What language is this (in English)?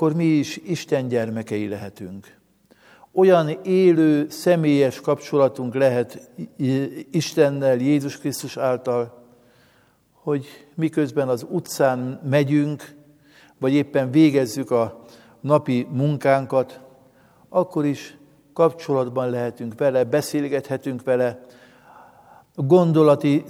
Hungarian